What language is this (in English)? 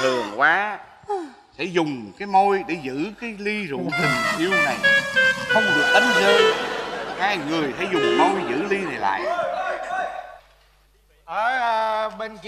Vietnamese